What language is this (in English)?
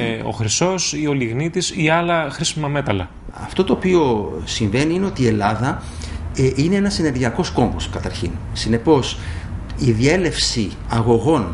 Greek